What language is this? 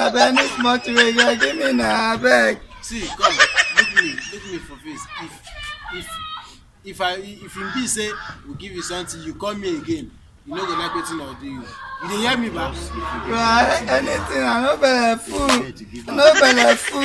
Nigerian Pidgin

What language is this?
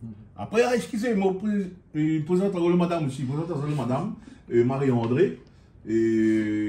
Réunion Creole French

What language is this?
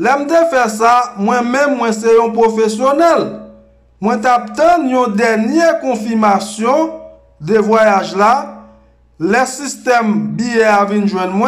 Haitian Creole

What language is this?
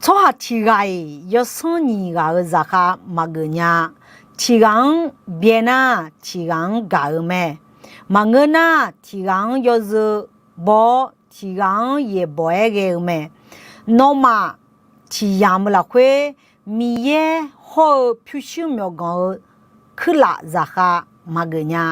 Akha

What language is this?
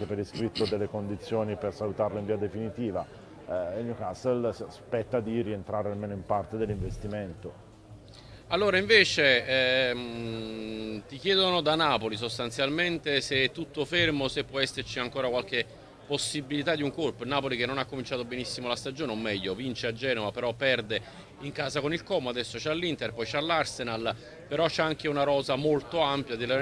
Italian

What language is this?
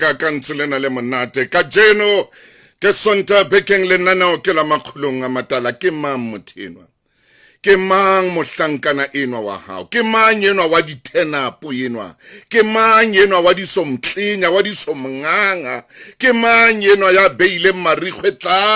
Southern Sotho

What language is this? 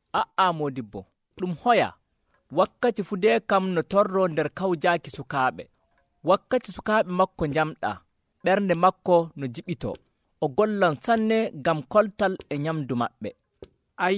Nigerian Fulfulde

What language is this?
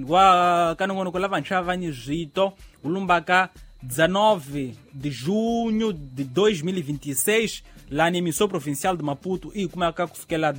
Tsonga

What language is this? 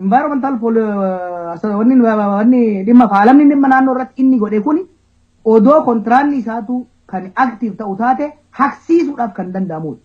Oromo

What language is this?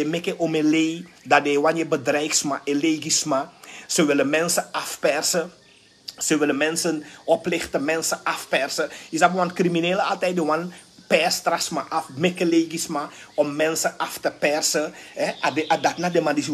Sranan Tongo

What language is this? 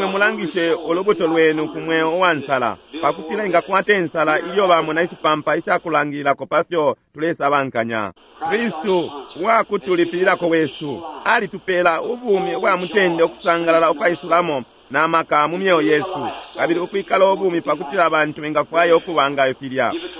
Bemba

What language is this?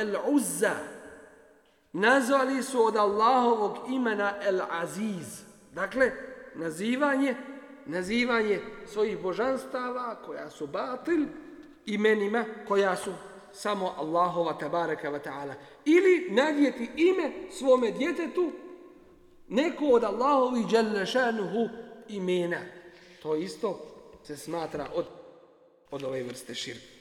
Bosnian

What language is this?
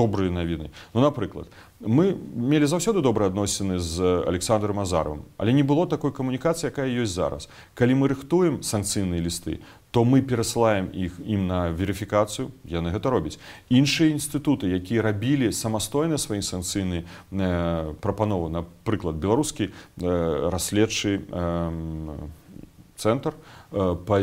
Belarusian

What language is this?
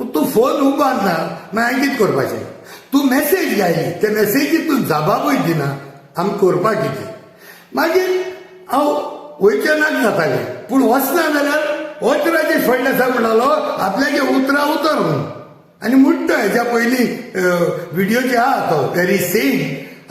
Konkani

